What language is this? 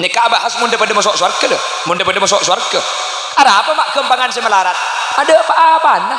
Madurese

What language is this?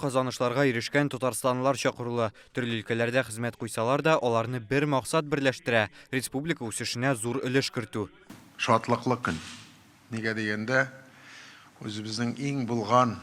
Tatar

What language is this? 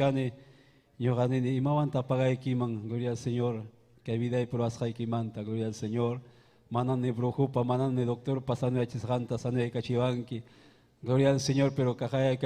Ayacucho Quechua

